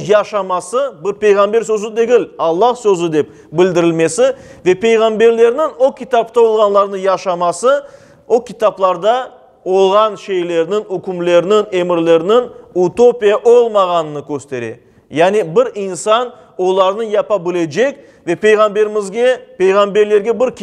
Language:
Crimean Tatar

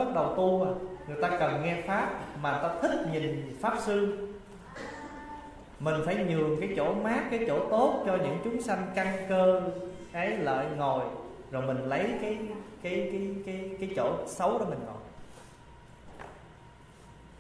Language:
Vietnamese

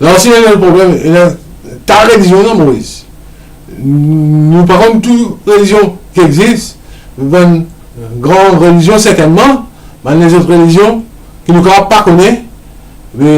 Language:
Morisyen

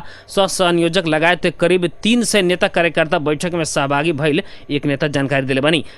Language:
Bhojpuri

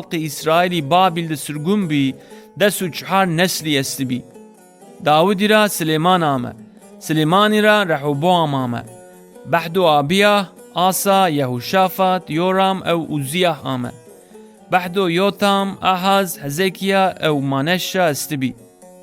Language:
Zaza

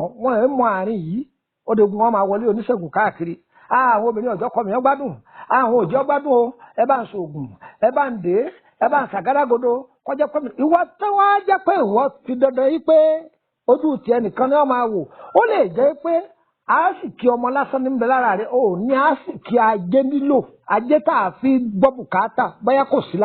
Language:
Yoruba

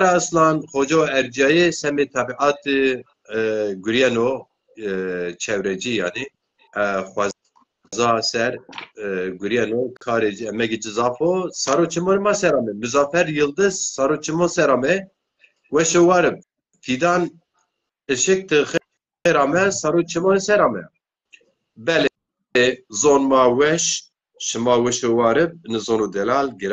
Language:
Zaza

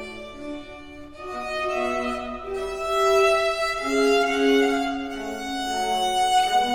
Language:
Romanian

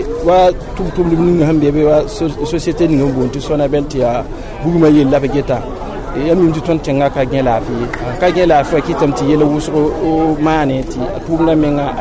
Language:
Mossi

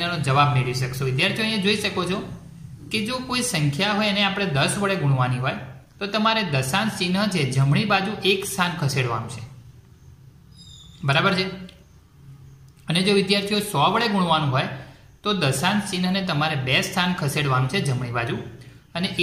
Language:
Gujarati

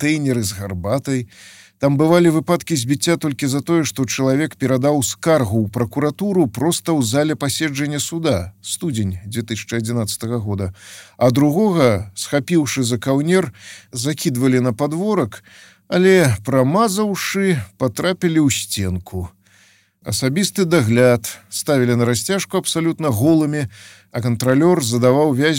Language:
Belarusian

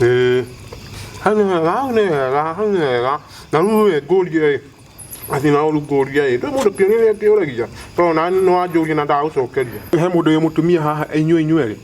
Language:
Kikuyu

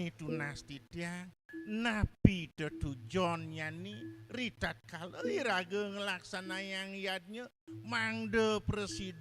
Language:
Balinese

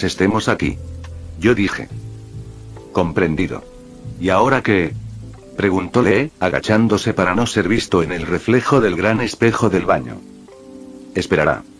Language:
Spanish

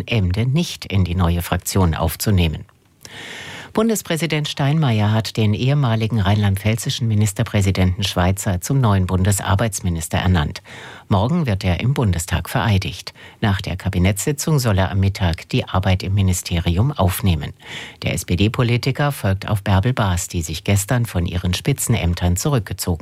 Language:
German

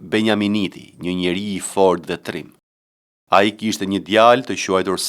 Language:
Albanian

